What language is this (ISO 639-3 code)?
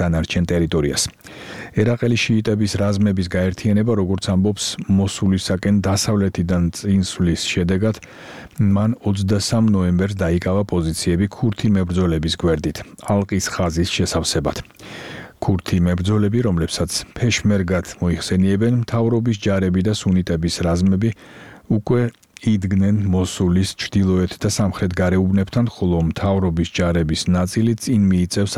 kat